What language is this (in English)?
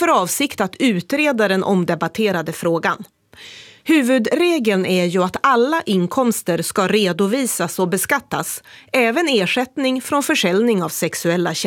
Swedish